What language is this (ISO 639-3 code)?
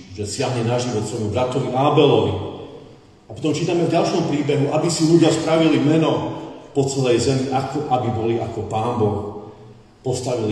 slk